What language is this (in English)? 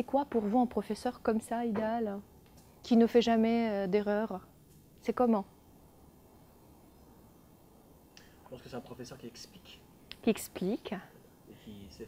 French